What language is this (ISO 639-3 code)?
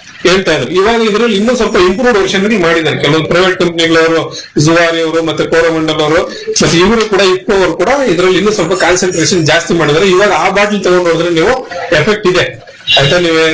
kan